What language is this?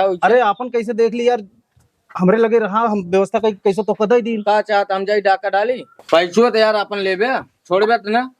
Awadhi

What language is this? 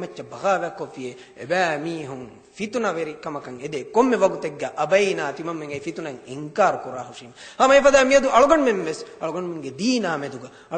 Divehi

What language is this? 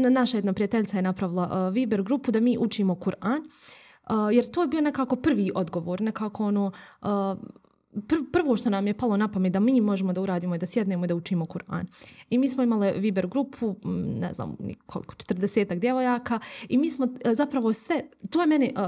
Bosnian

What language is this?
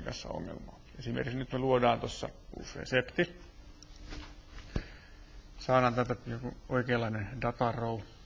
Finnish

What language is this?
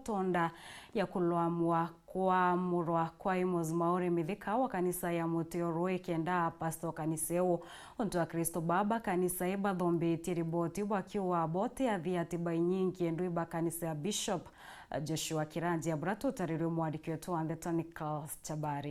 Meru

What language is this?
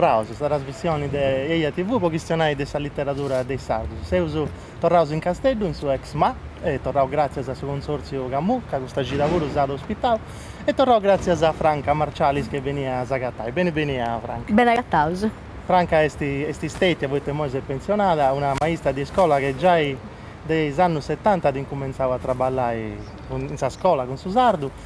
Sardinian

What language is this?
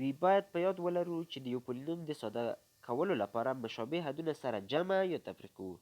Pashto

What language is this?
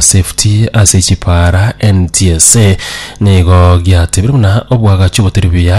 Gusii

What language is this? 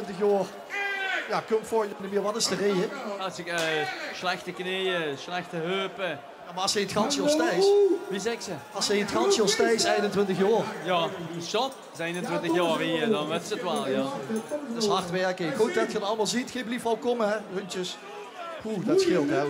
Limburgish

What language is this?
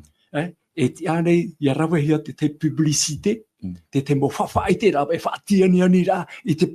Tahitian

